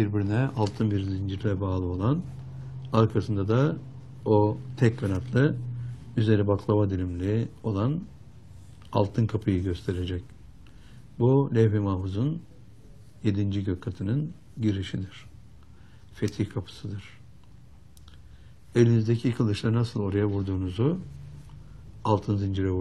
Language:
Turkish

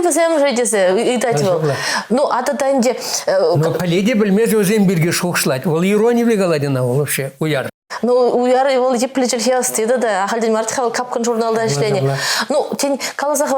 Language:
Chuvash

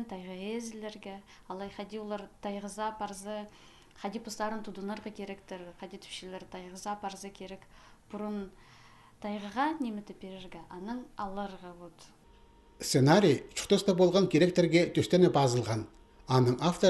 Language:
Khakas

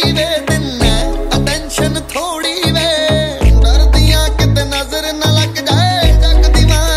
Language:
Punjabi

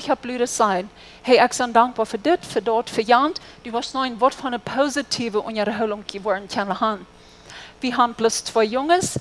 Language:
Plautdietsch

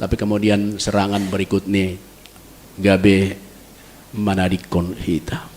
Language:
Batak Simalungun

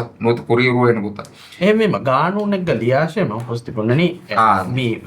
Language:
Divehi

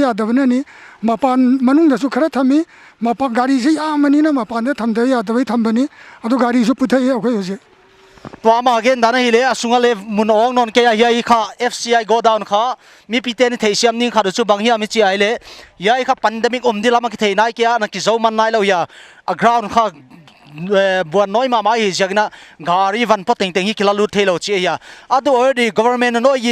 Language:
Paite Chin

